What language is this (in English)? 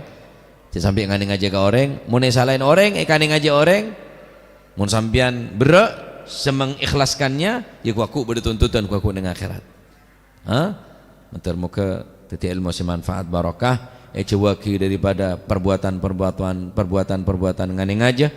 Madurese